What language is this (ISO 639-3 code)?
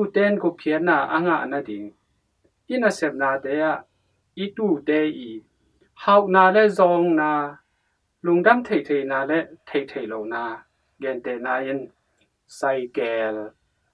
ctd